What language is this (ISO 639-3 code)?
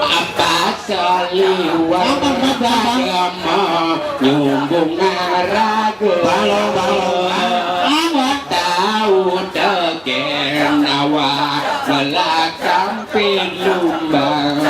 ban